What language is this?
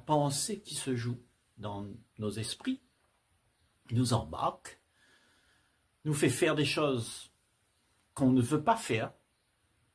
French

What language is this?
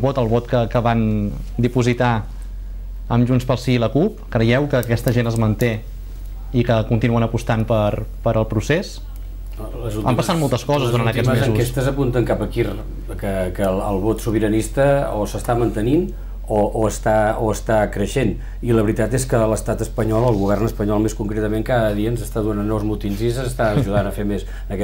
Catalan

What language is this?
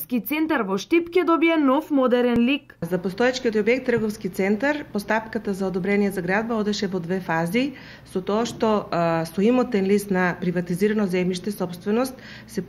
Macedonian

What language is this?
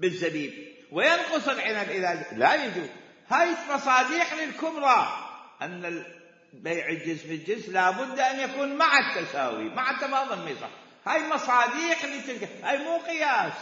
Mesopotamian Arabic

